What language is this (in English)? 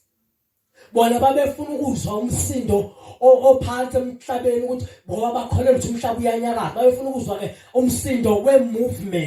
Zulu